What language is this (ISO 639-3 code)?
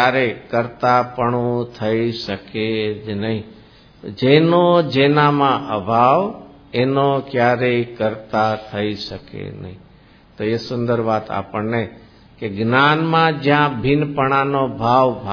guj